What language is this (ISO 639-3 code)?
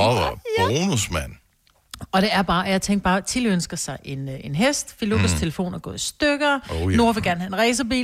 dan